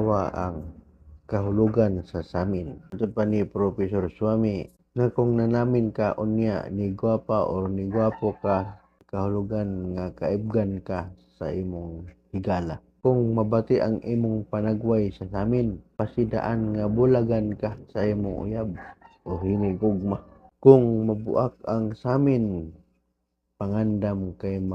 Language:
Cebuano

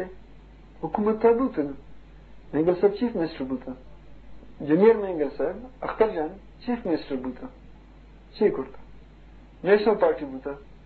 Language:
Eastern Balochi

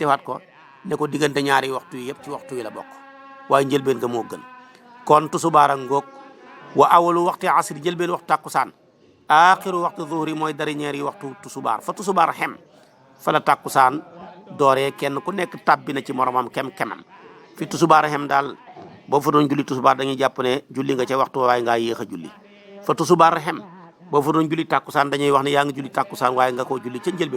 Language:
Wolof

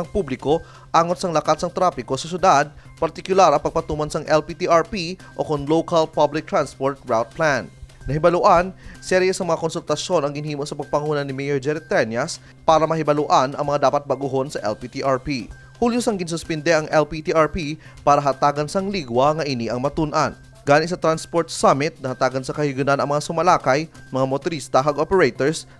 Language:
Hiligaynon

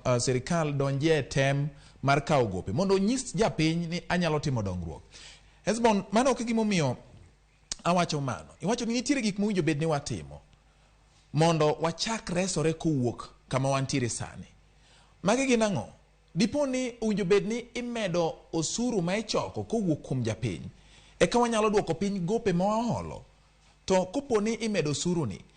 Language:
Luo (Kenya and Tanzania)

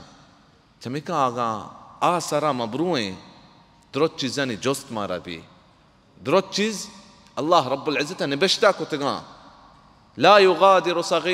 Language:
Baluchi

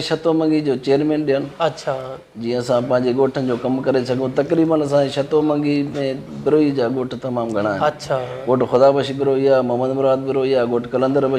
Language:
Sindhi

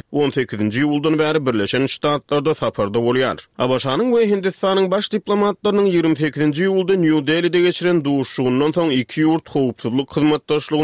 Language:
Turkmen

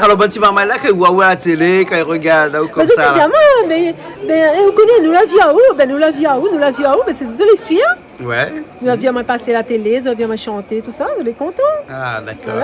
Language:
Réunion Creole French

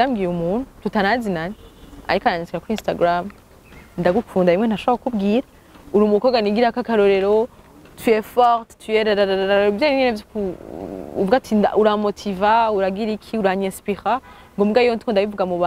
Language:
Rundi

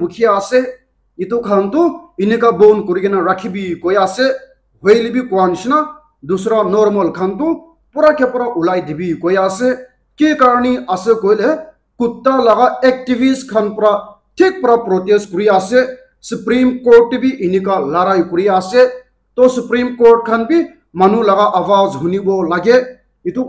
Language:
Naga Pidgin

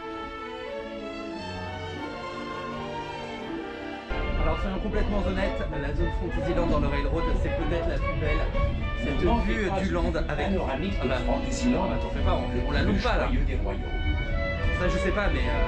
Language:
French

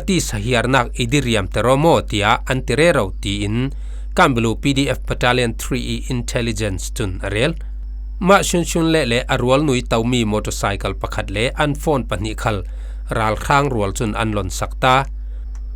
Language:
Falam Chin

